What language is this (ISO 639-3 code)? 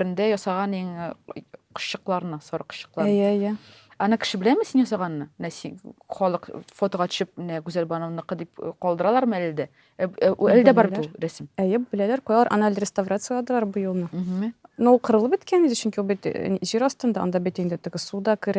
tat